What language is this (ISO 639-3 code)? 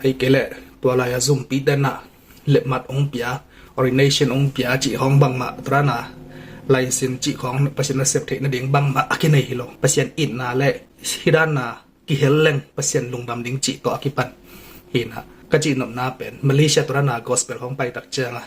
ctd